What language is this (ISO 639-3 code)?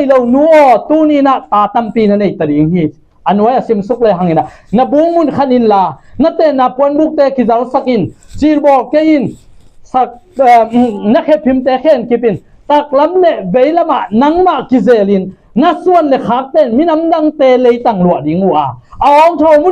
ctd